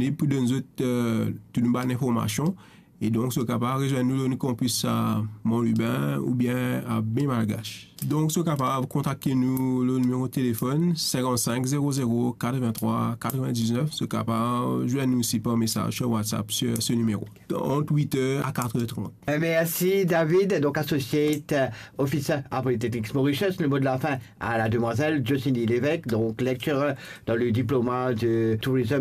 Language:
Morisyen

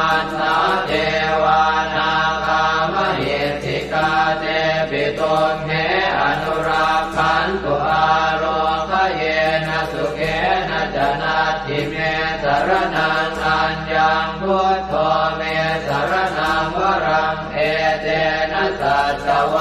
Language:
Pali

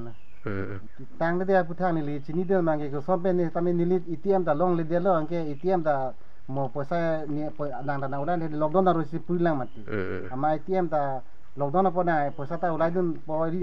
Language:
Karbi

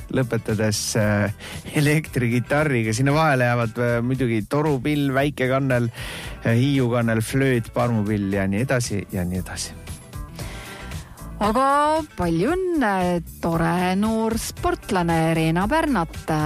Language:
Estonian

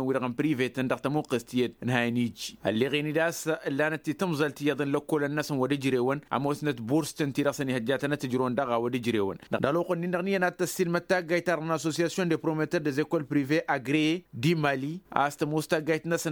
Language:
Tamasheq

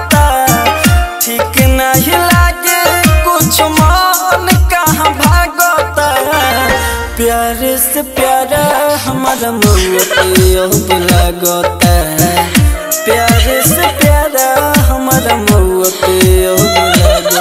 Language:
Bhojpuri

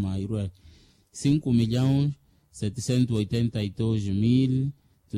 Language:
Makhuwa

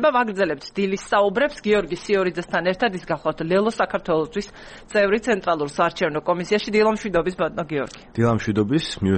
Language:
Georgian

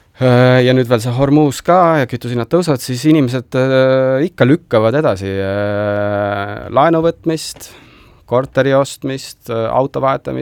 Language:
Estonian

